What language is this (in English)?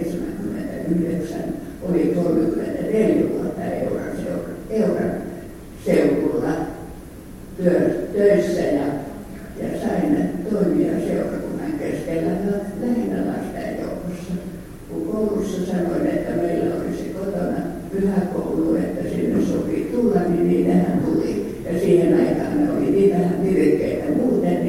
Finnish